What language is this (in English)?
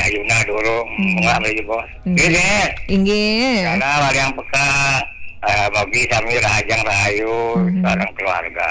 Balinese